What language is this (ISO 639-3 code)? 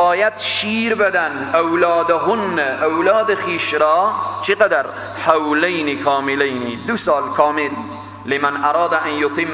fas